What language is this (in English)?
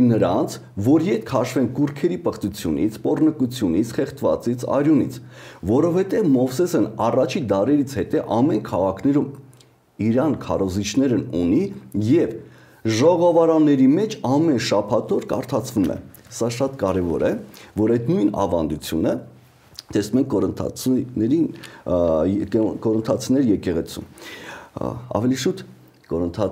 Armenian